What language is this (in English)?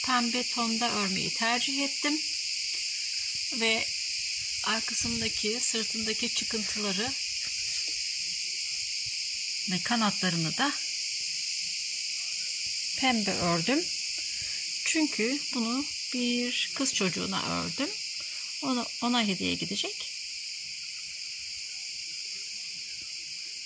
Turkish